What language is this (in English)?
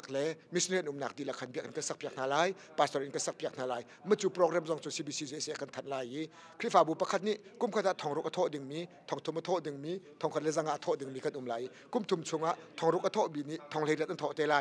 Hakha Chin